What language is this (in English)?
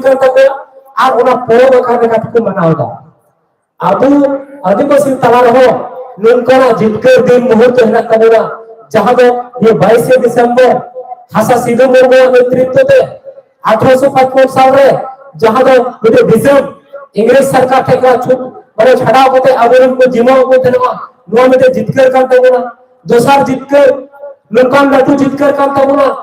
Santali